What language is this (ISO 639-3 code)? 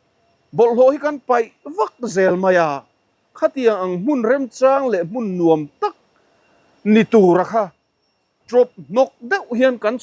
lus